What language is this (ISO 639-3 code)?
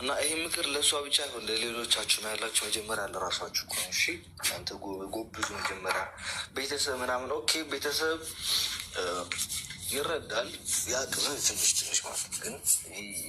amh